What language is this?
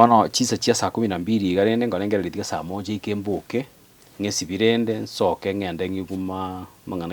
Gusii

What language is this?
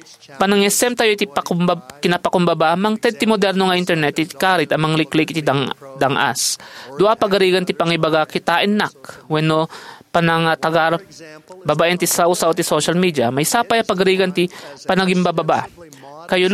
Iloko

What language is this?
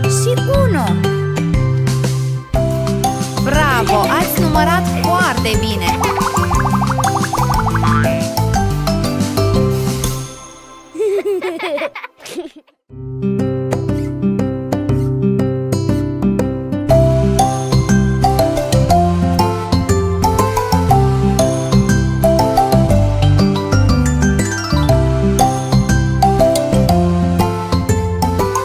Romanian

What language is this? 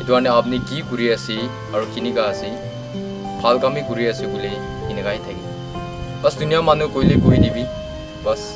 Naga Pidgin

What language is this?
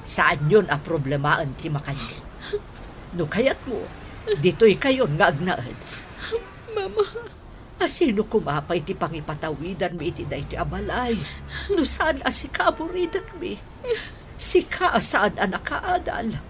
Iloko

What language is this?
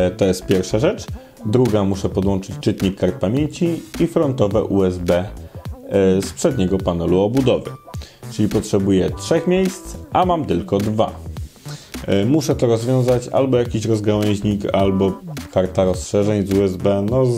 Polish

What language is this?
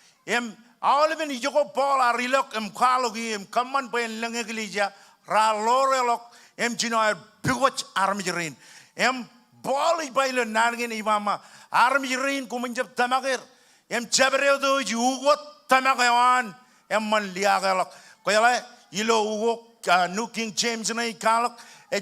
Marshallese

